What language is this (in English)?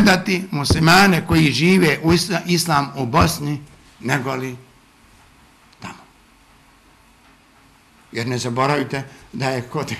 Bosnian